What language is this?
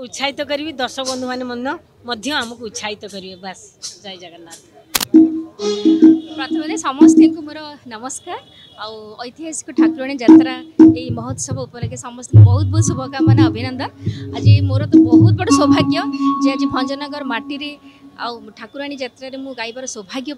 Odia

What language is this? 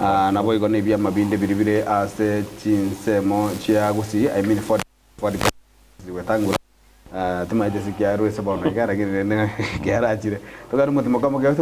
Gusii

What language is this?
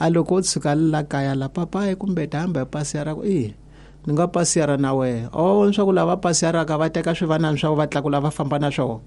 Tsonga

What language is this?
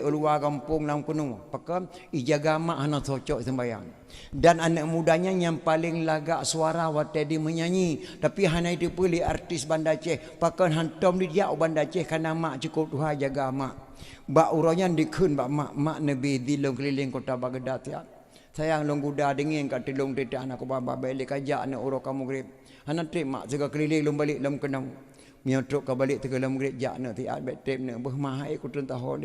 Achinese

